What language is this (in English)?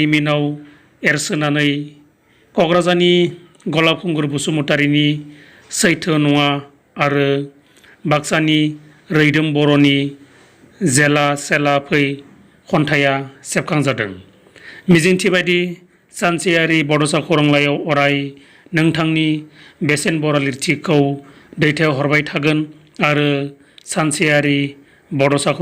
Bodo